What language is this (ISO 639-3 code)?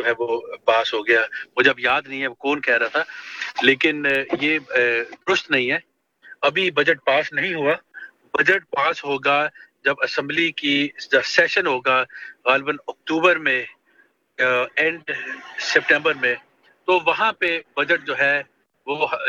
urd